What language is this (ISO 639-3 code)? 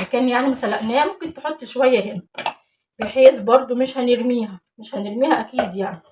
arz